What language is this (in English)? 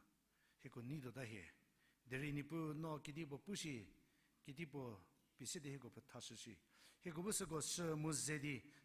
Angami Naga